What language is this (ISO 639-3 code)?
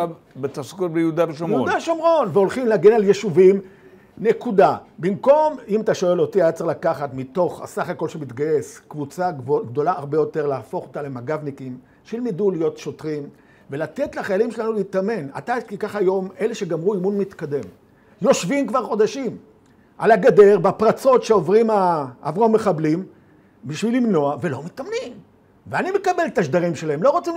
heb